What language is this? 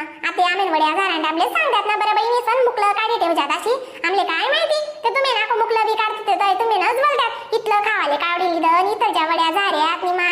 Khandesi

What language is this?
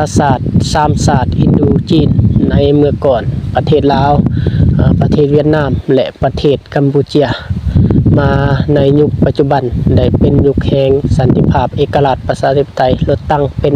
Lao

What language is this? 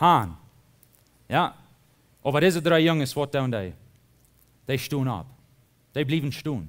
Plautdietsch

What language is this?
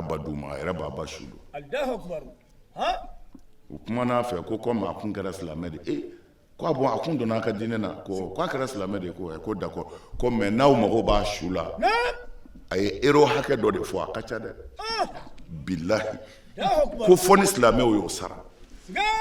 Bambara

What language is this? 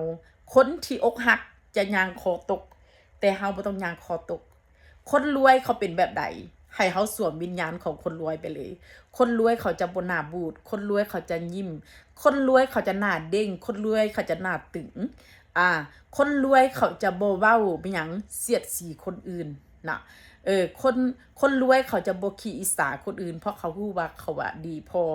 Northeastern Thai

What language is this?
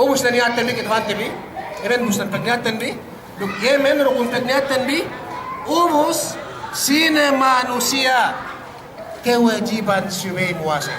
Yakan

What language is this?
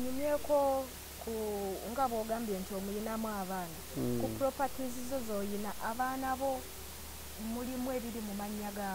Ganda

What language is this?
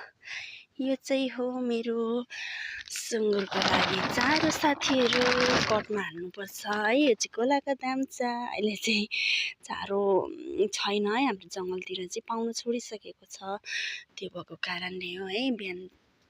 Nepali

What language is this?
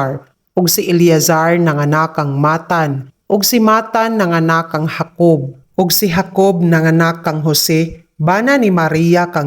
Cebuano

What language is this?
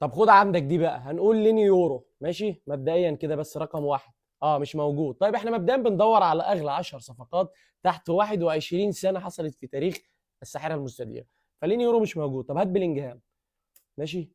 Egyptian Arabic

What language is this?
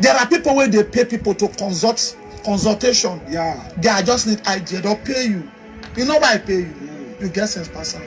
Nigerian Pidgin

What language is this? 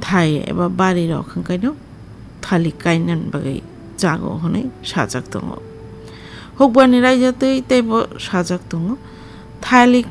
Kok Borok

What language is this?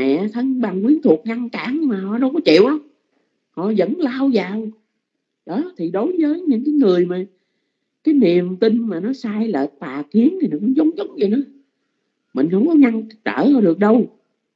Vietnamese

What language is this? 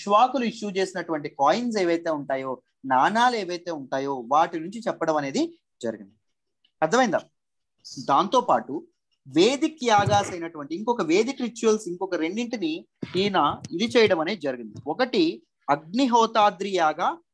Telugu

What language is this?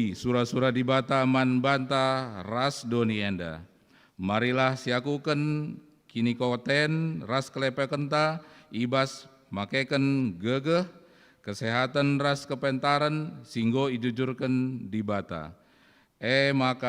Batak Karo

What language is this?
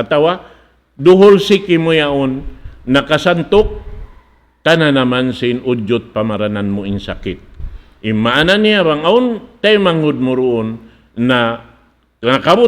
Tausug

